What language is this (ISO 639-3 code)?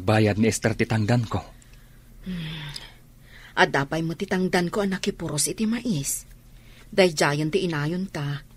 ilo